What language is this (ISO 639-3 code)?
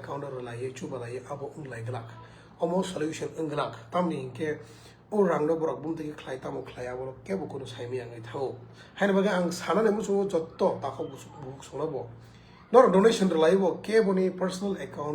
trp